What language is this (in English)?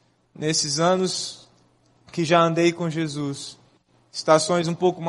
Portuguese